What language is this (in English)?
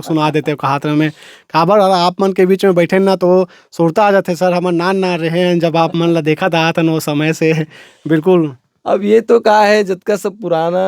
Chhattisgarhi